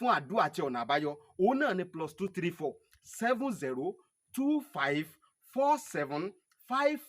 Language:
Yoruba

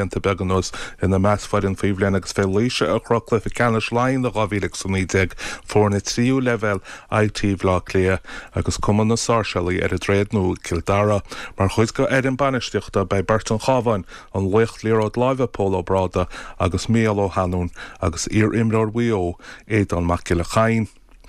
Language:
Irish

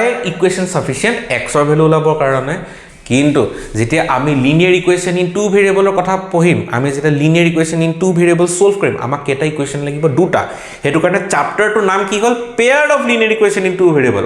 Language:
Assamese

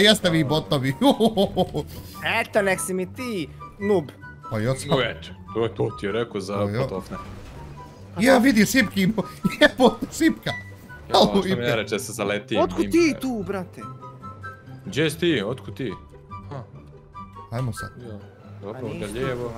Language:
Bosnian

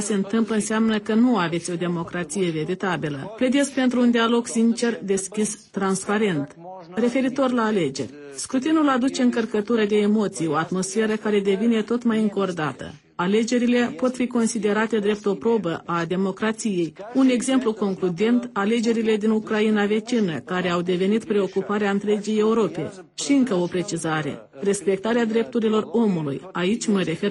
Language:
Romanian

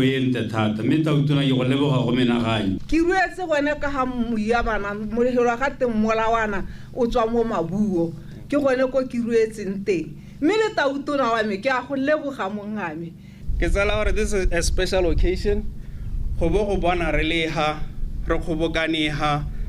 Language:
Tswana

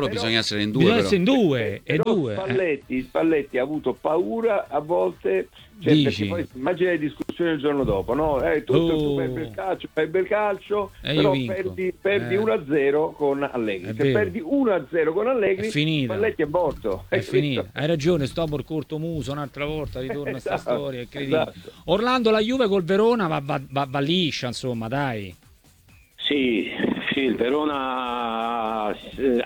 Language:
Italian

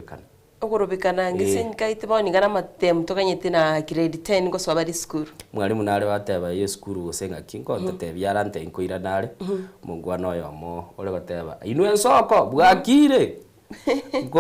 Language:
Gusii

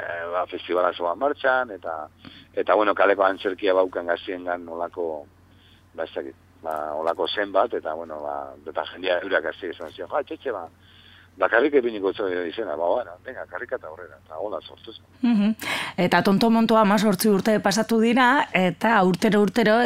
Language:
Basque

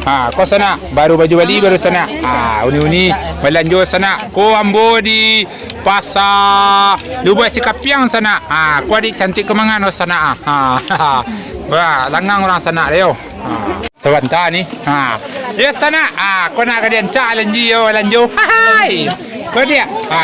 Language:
Minangkabau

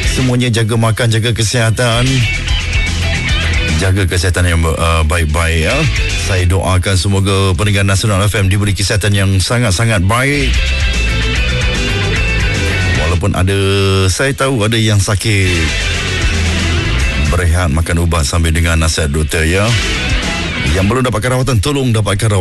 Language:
Malay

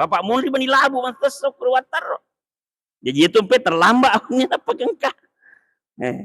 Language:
Buginese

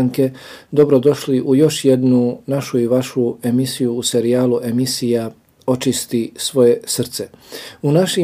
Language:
Bosnian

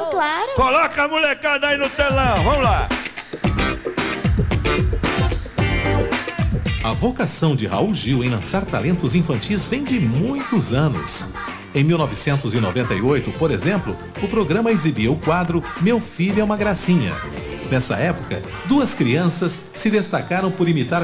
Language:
Portuguese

